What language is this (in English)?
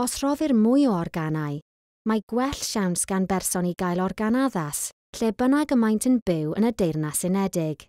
Welsh